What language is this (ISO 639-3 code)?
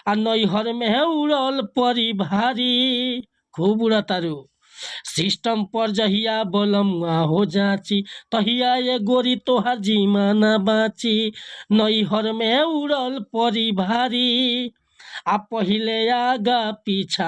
bho